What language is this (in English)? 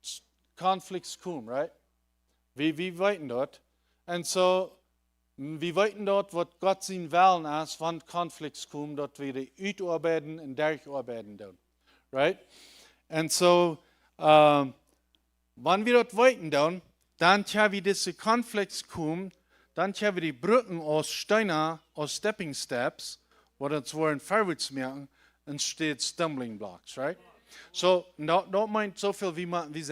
Plautdietsch